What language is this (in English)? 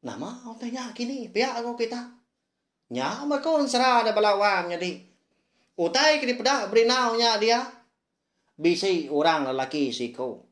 Iban